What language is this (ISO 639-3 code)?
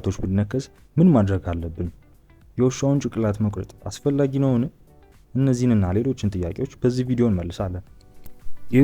amh